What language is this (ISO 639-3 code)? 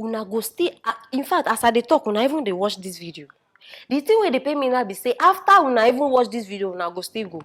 pcm